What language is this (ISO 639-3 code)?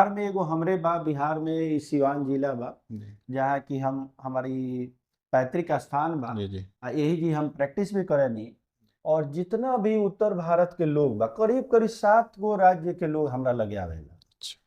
bho